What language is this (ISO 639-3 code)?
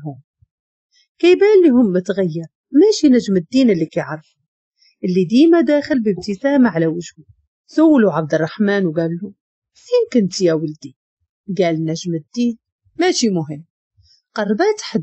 ary